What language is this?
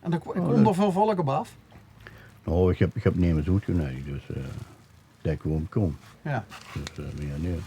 Limburgish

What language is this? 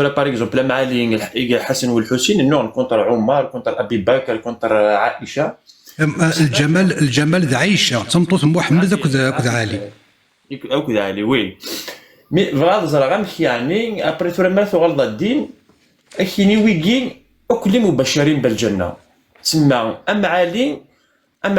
Kabyle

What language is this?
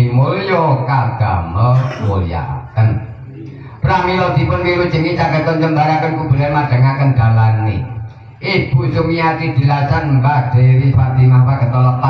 Javanese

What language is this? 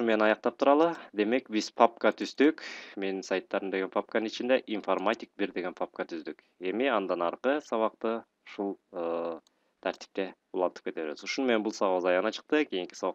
Kyrgyz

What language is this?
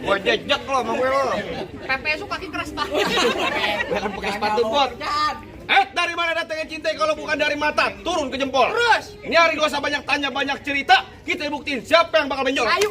Betawi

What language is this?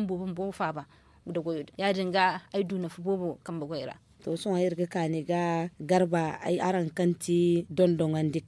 Zarma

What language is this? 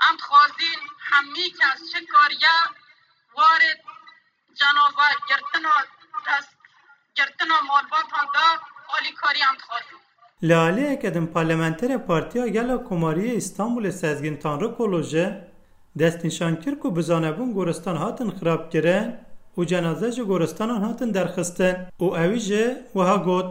Kurdish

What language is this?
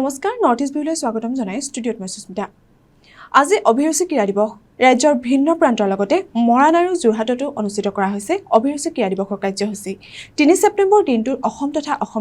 Assamese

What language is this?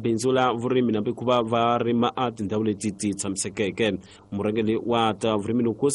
Tsonga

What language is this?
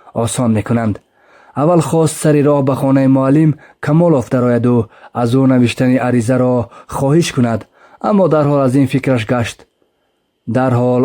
Tajik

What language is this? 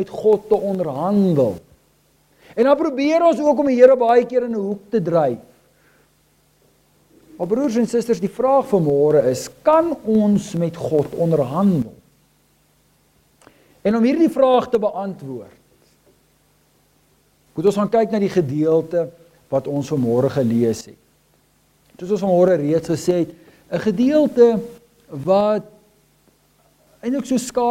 Afrikaans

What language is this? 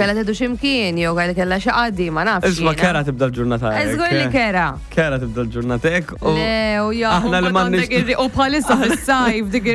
Maltese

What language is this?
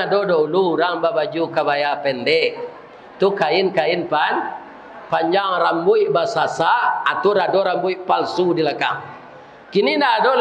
Minangkabau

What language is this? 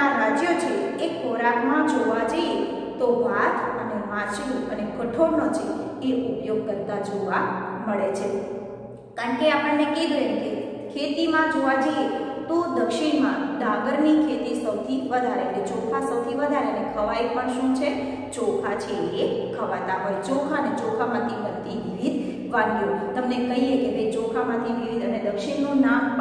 Gujarati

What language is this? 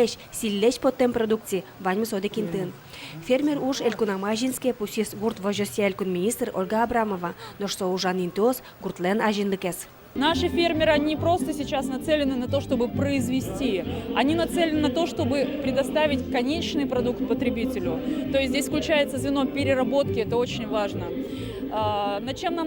Udmurt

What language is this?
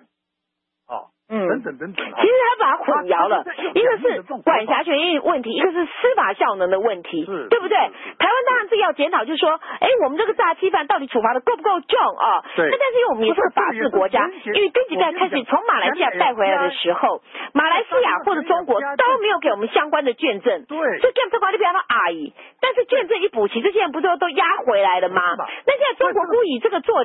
Chinese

